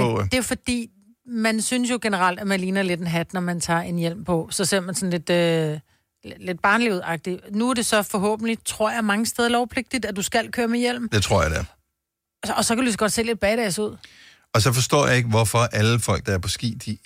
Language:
Danish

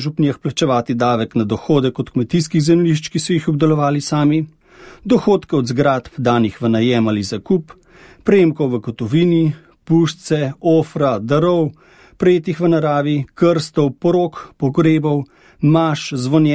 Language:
Slovenian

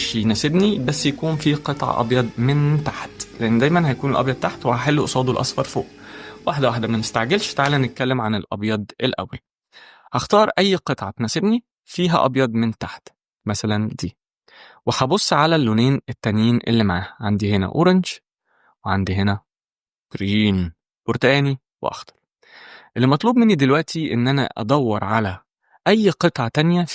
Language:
Egyptian Arabic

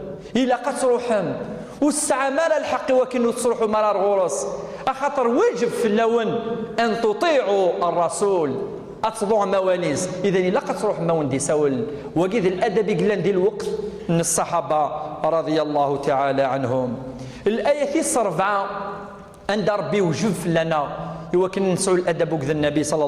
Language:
Kabyle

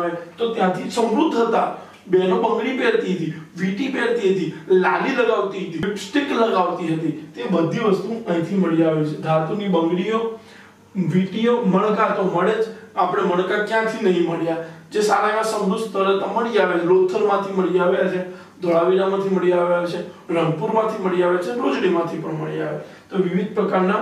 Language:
Gujarati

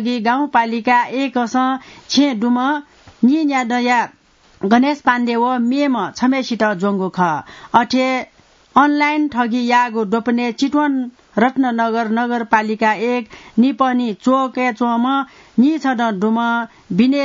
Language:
Newari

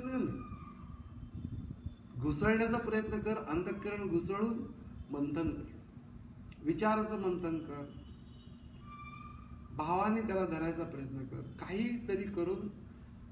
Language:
Marathi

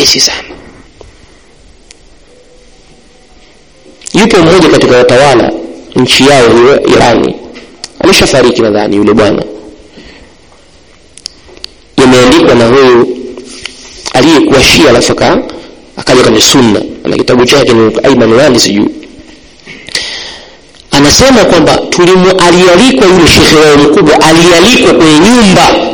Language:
Swahili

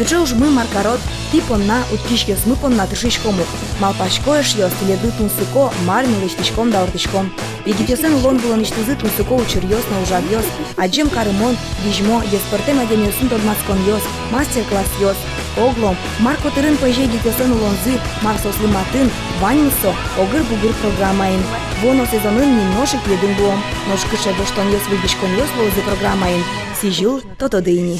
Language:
Udmurt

